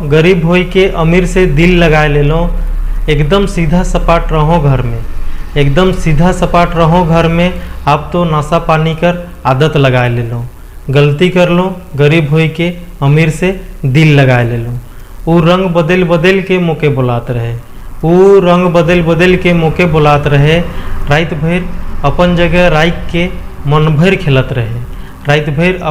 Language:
Sadri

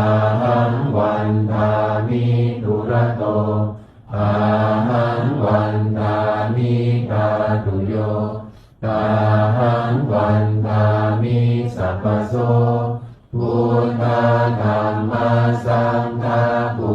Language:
Pali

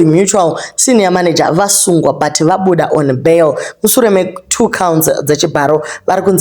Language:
Shona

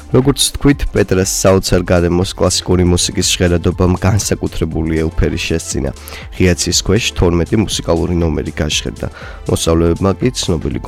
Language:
Georgian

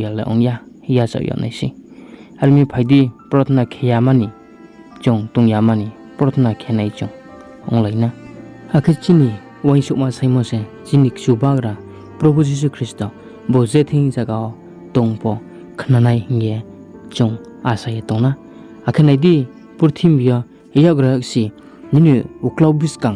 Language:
Riang (India)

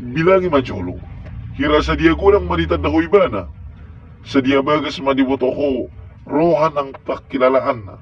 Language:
Batak Toba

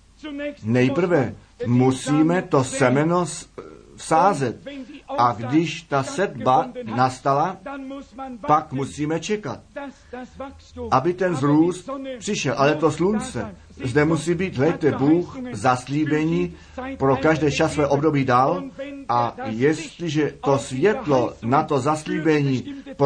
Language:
Czech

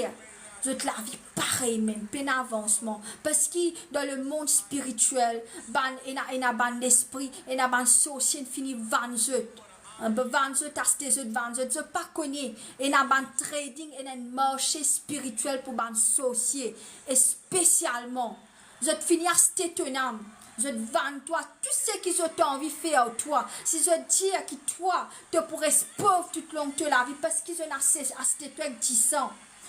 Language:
Morisyen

